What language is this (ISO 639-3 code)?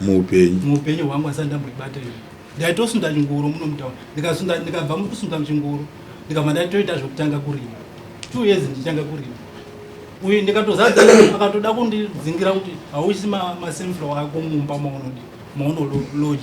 sna